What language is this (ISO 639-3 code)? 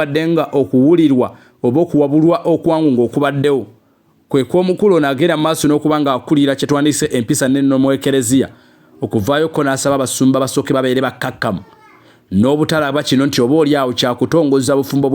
lug